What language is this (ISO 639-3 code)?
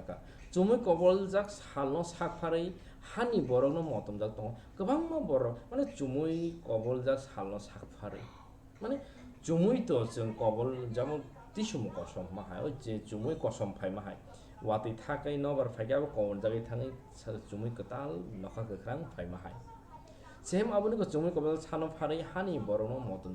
trp